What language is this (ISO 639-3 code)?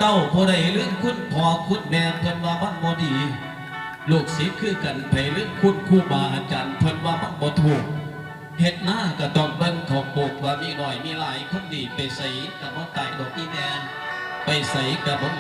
tts